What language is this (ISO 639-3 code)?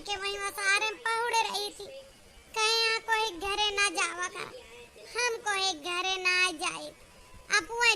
awa